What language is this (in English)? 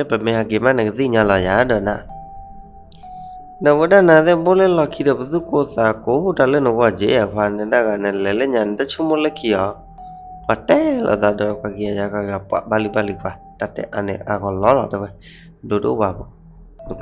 S'gaw Karen